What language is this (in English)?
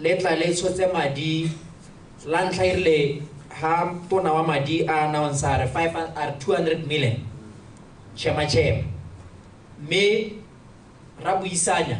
Tswana